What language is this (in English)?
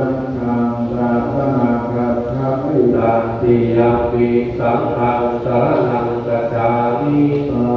Pali